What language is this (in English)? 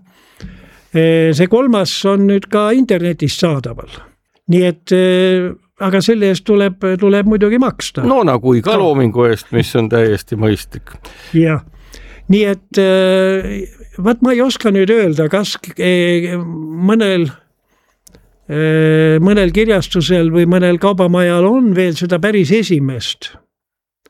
Estonian